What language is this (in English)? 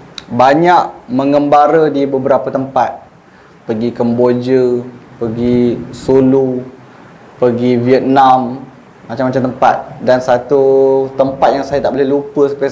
Malay